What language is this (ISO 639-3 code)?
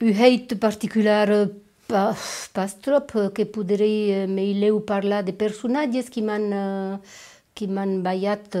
oci